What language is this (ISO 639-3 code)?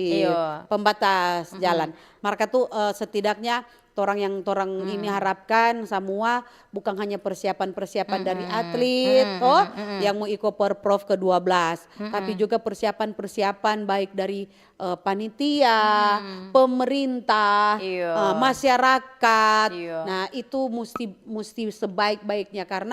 xmm